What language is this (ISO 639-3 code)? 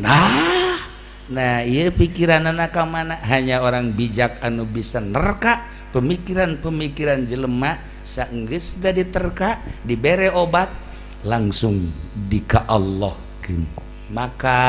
sun